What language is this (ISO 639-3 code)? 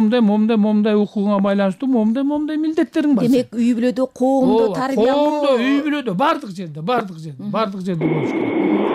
kir